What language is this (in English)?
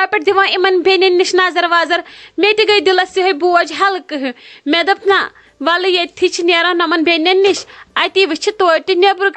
Kashmiri